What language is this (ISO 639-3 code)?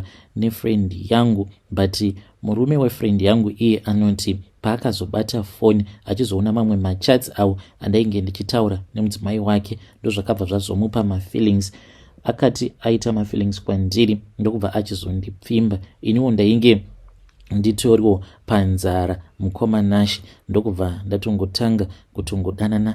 sna